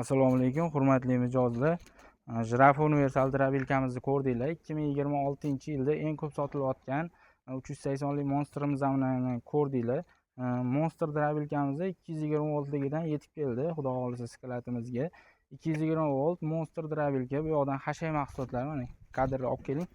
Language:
Uzbek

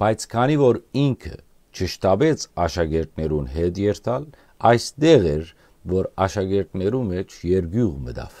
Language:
Western Armenian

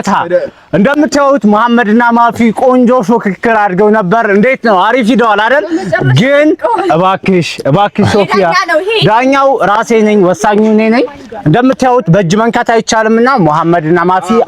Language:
Amharic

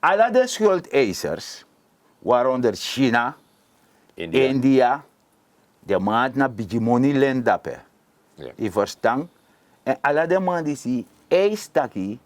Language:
Sranan Tongo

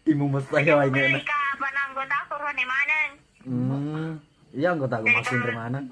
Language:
Buginese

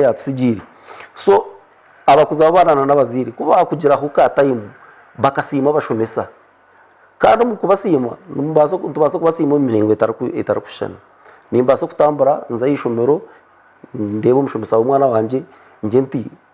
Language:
Nyankole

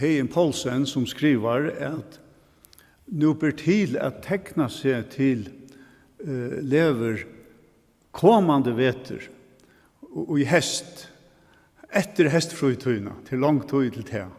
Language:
Faroese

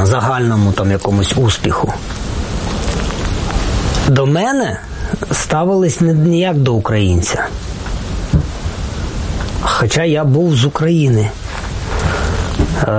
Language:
Ukrainian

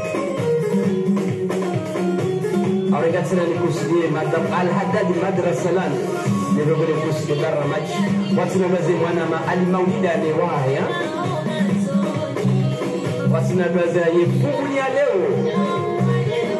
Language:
Swahili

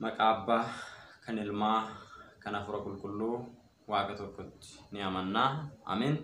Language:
Oromo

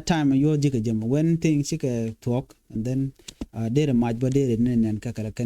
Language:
Nuer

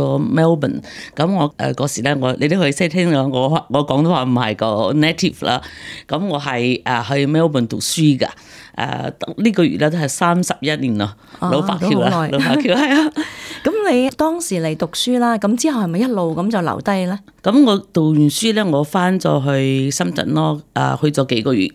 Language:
Cantonese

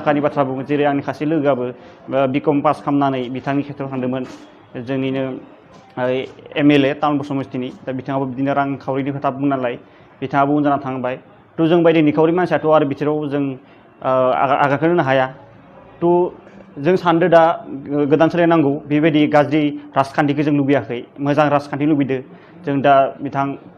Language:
Bodo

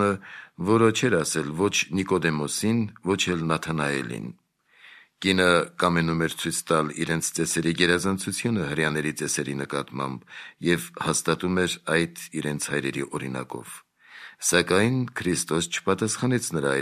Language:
Armenian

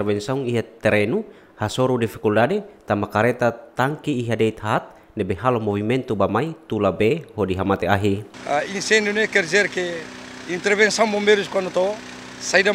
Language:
Tetum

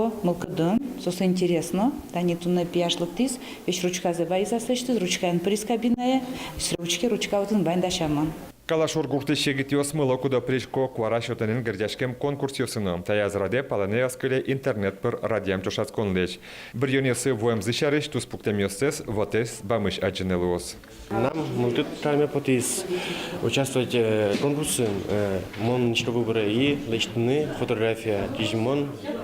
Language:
Udmurt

